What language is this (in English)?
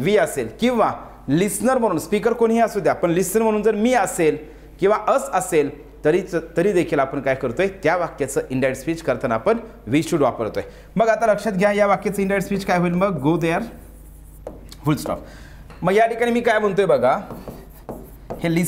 Marathi